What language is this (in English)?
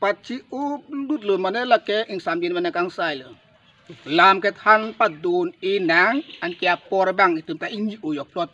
Karbi